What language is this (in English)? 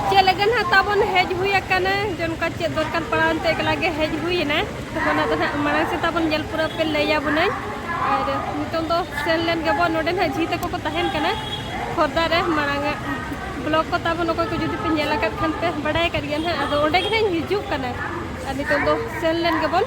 Santali